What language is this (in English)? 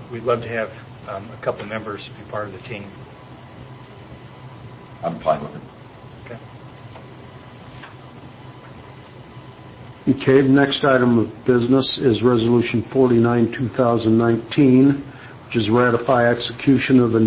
English